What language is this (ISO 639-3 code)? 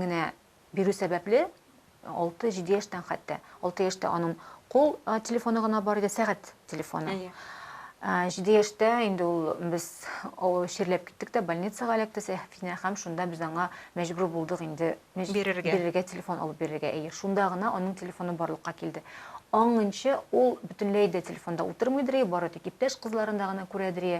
tat